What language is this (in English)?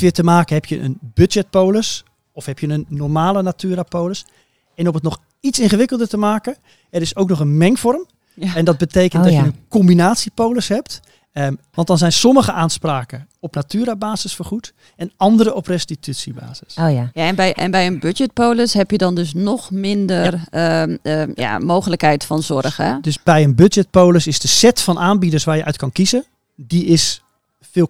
Dutch